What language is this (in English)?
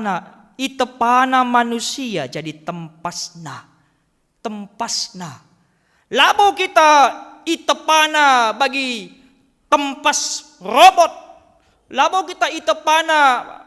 Batak Karo